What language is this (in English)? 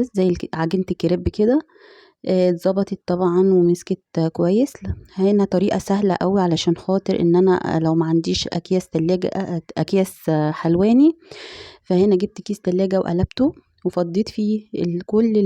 Egyptian Arabic